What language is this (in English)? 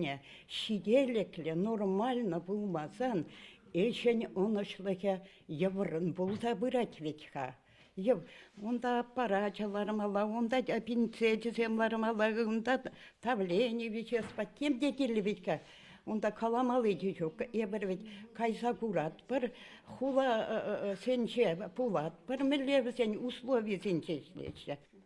Chuvash